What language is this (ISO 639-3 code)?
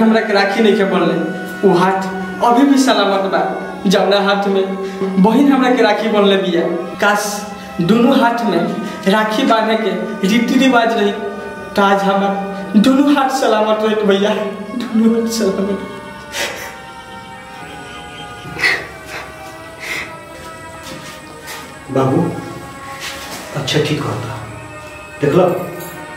bho